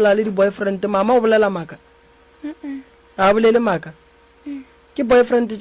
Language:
Northern Sotho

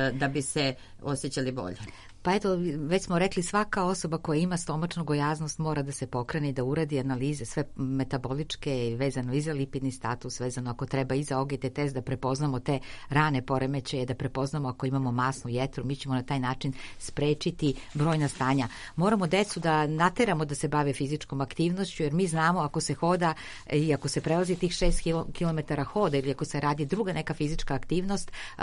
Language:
Serbian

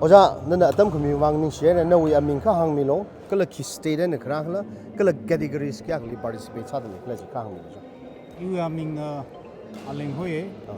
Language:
Tangkhul Naga (India)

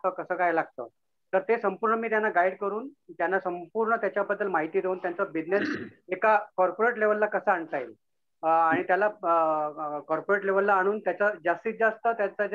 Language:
Marathi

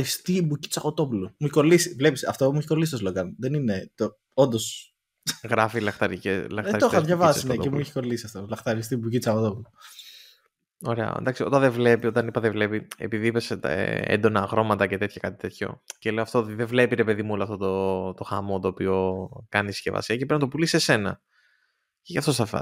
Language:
Greek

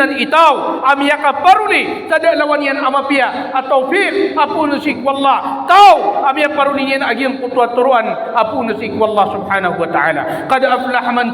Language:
Maranao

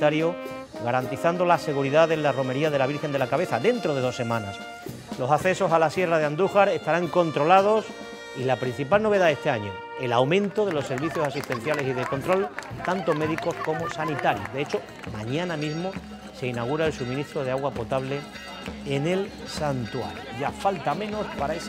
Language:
Spanish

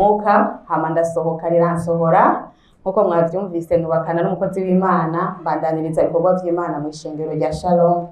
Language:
Rundi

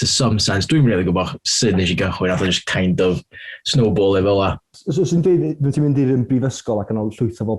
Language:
Welsh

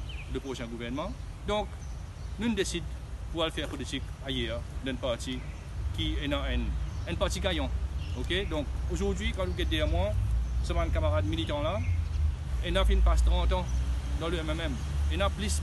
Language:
Morisyen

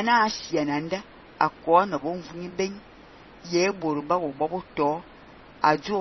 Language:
Fang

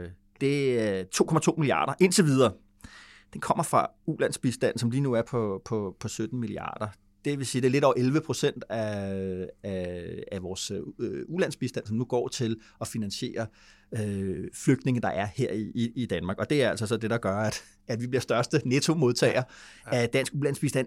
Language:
Danish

